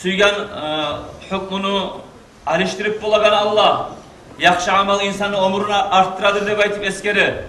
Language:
Kumyk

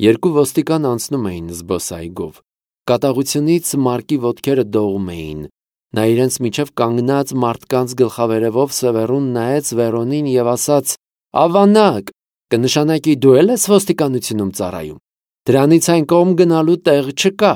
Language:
Armenian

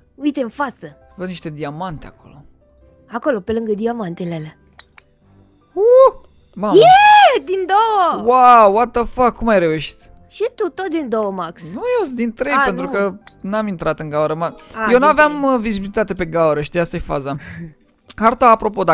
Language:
Romanian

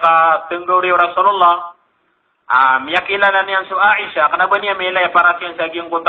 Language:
Maranao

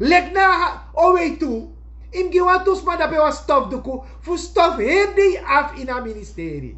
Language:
Sranan Tongo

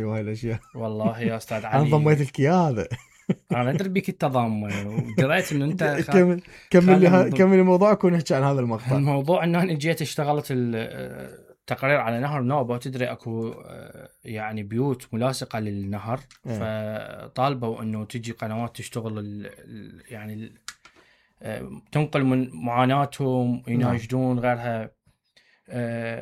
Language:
Mesopotamian Arabic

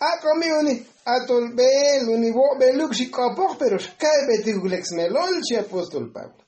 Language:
Tzotzil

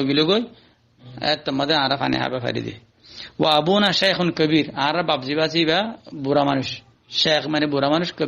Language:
Rohingya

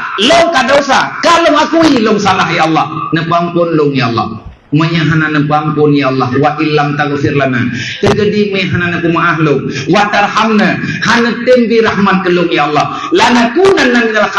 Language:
Achinese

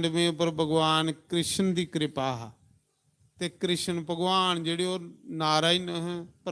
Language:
Dogri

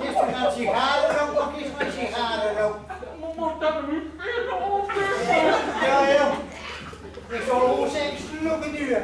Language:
Gronings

